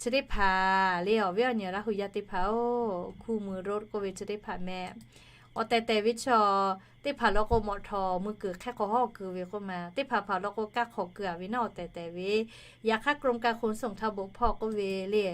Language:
Lahu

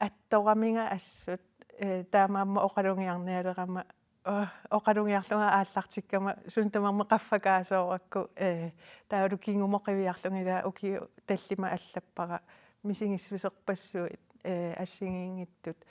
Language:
Kalaallisut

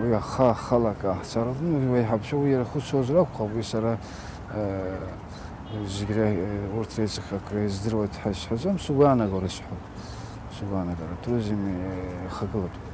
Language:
Abkhazian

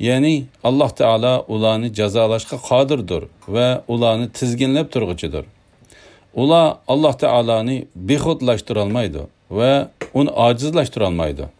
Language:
Uyghur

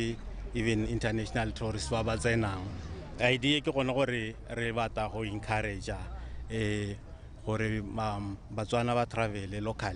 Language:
Tswana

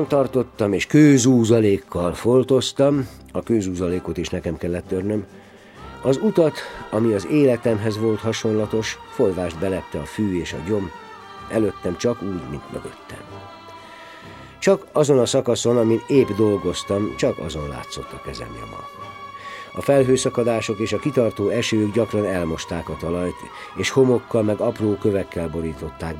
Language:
Hungarian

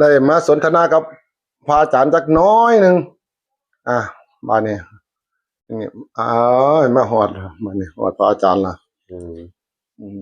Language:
Northeastern Thai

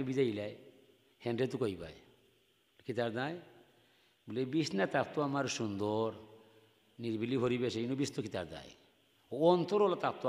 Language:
Sylheti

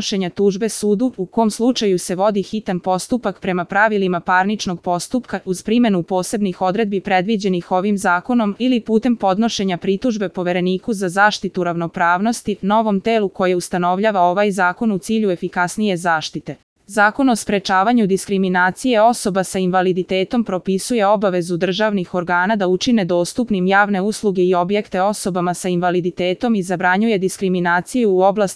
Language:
Serbian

